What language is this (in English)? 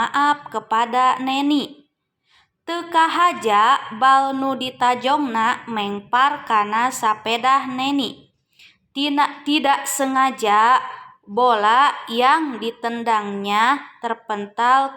Sundanese